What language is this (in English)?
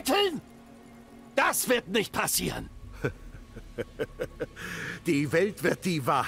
German